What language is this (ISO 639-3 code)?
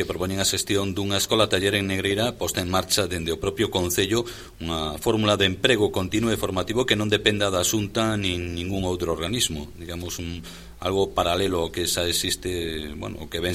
glg